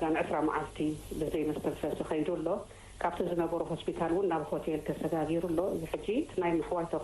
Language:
Tigrinya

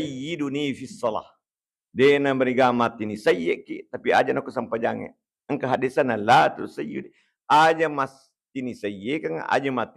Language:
Buginese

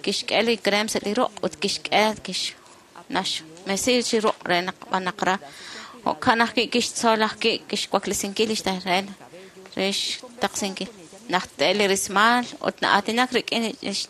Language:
Kekchí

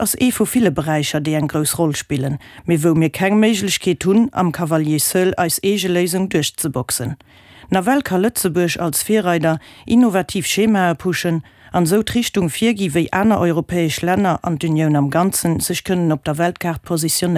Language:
Luxembourgish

